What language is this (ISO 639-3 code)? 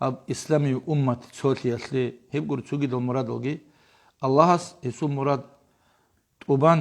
ava